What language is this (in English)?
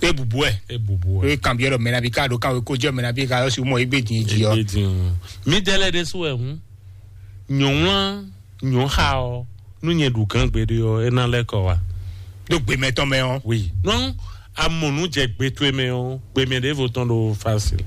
Fon